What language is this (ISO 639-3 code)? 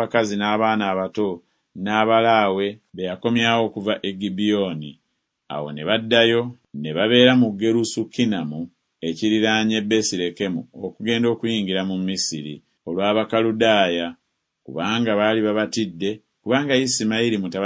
lug